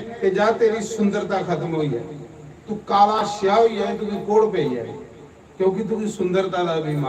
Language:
Dogri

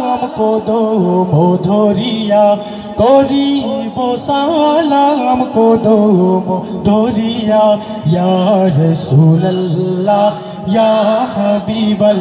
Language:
Bangla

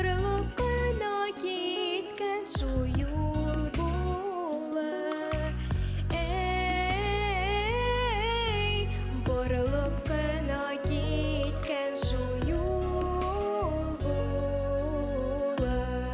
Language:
Bashkir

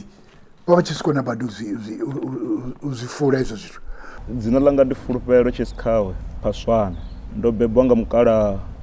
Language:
Venda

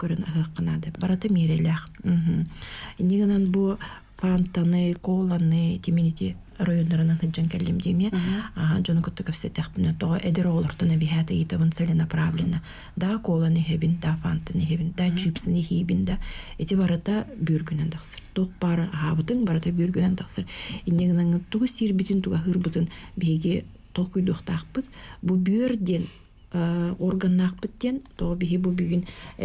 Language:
Yakut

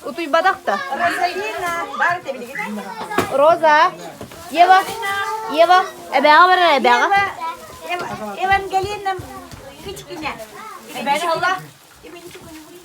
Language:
Yakut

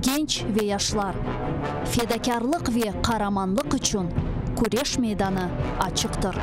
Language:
Crimean Tatar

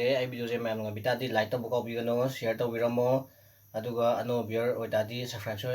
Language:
Manipuri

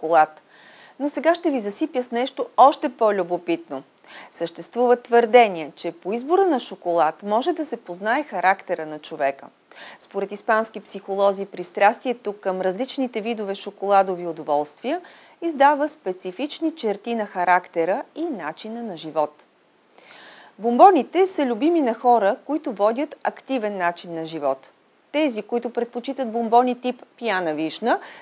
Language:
Bulgarian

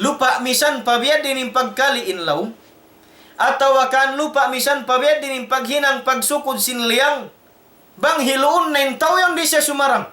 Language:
Tausug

